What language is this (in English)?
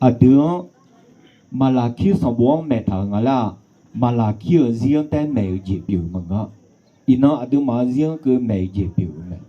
Akha